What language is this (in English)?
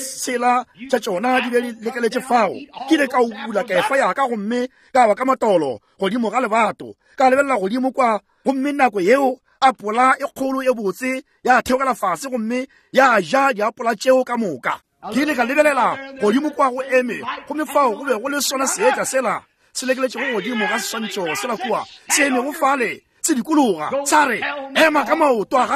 Northern Sotho